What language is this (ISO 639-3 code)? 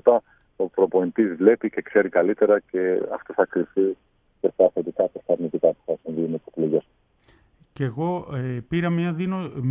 ell